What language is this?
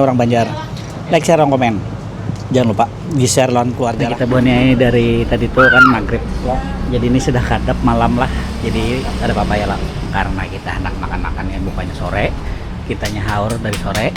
Banjar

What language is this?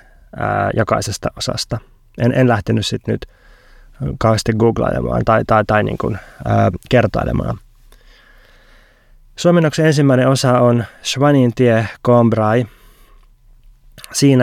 Finnish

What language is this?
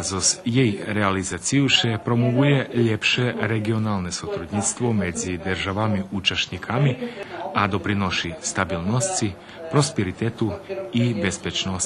Rusyn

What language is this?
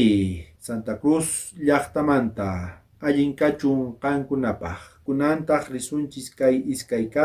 South Bolivian Quechua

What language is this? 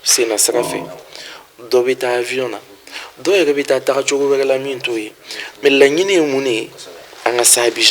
Bambara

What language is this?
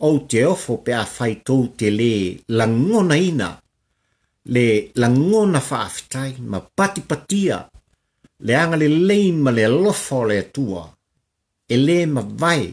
Samoan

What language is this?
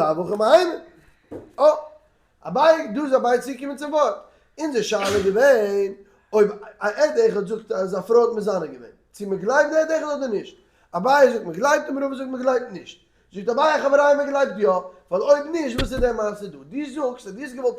Yiddish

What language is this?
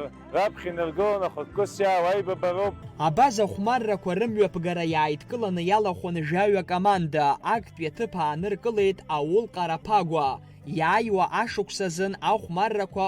Abkhazian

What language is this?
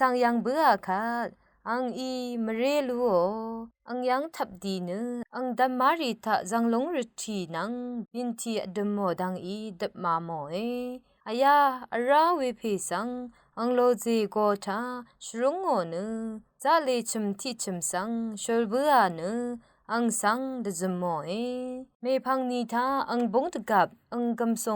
Rawang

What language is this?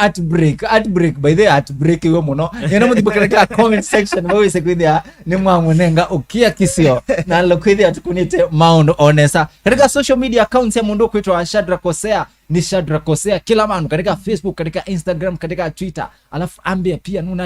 Kamba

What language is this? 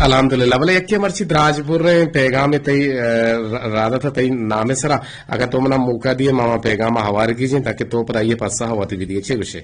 Eastern Balochi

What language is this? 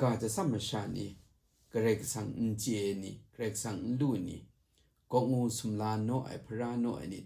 Kachin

